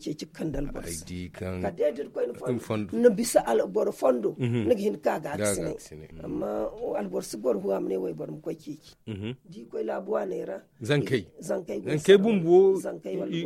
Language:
Zarma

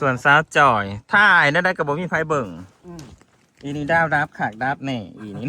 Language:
Northeastern Thai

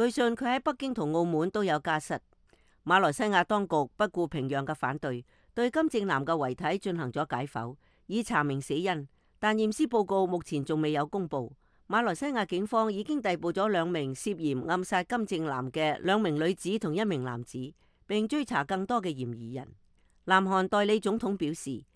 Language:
Cantonese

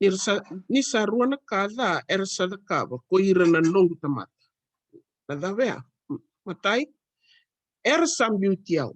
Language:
Fijian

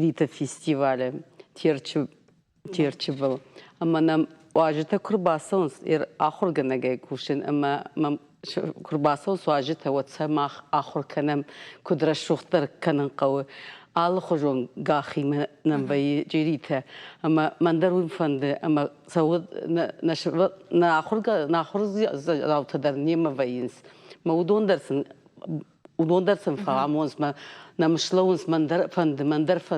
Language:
Ossetic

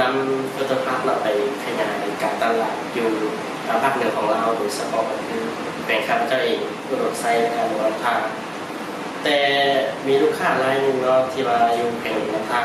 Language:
Lao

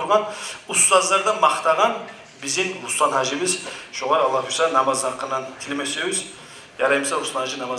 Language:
Kumyk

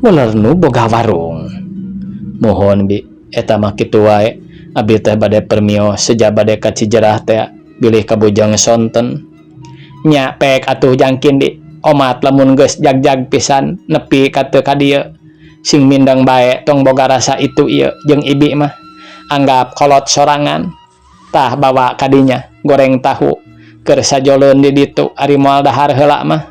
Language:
Sundanese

